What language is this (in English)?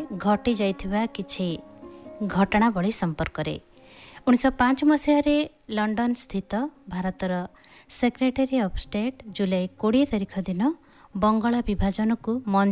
Odia